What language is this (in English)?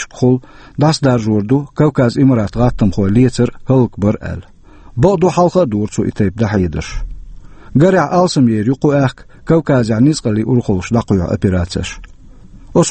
Chechen